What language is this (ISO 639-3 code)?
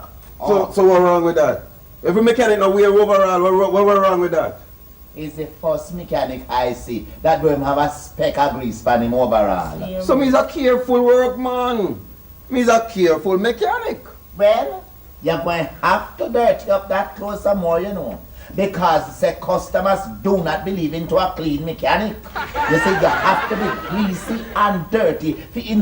jam